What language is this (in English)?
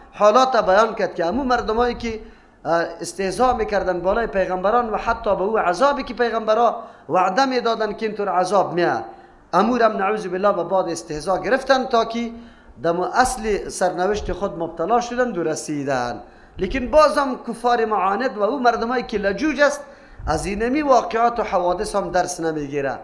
Persian